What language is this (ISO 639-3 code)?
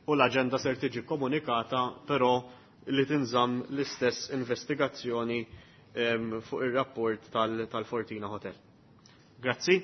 mlt